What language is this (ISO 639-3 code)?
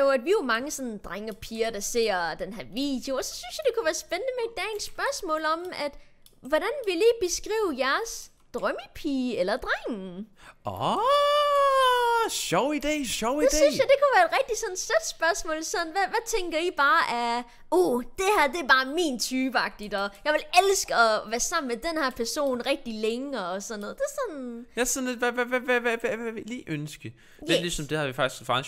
dan